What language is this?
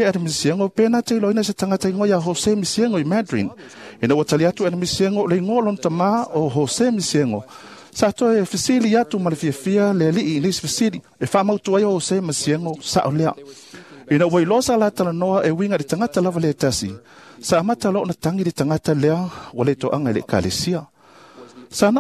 Samoan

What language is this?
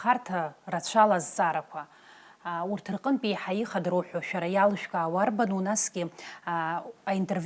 Abkhazian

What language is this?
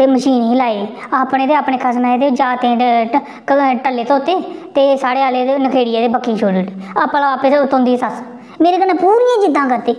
Dogri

